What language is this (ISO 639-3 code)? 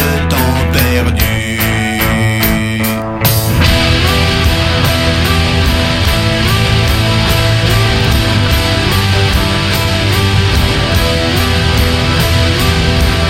fra